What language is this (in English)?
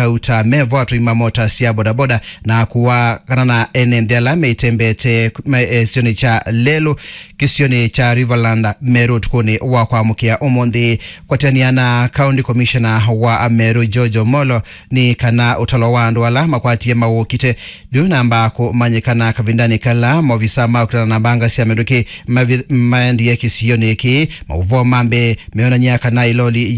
Kamba